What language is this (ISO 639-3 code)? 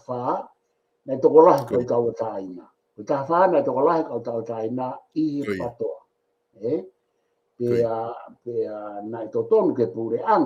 ton